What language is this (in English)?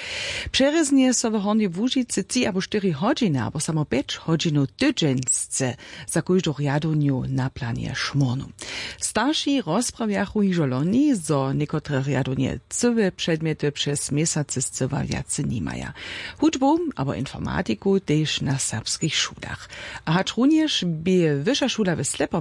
Upper Sorbian